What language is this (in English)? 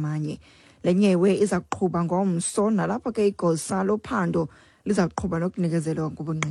Xhosa